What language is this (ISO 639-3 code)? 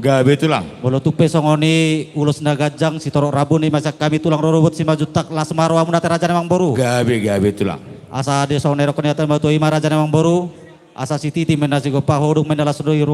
bbc